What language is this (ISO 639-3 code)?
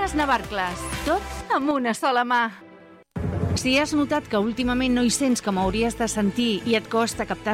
cat